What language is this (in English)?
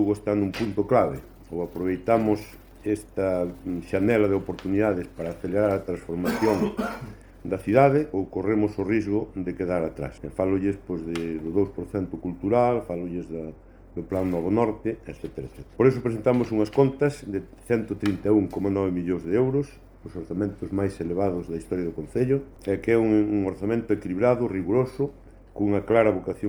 Galician